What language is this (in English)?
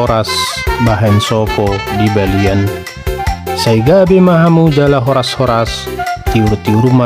Batak Toba